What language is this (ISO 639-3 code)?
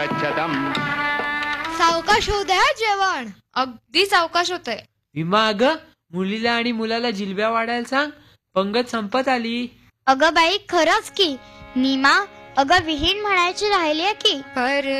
mar